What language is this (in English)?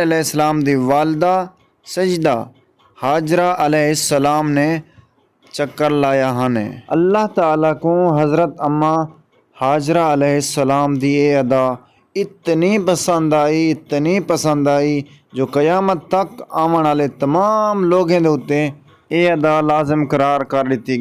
Saraiki